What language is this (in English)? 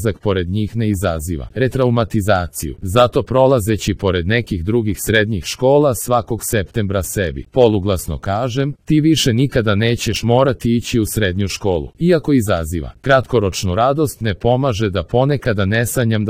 Croatian